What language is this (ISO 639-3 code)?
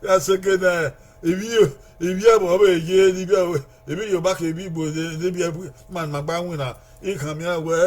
bin